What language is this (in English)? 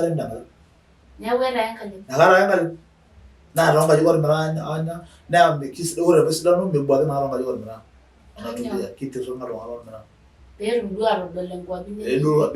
Masai